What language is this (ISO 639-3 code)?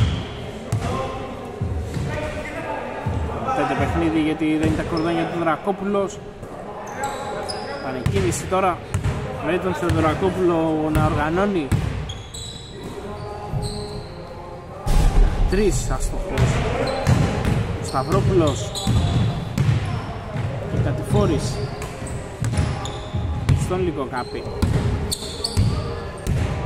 ell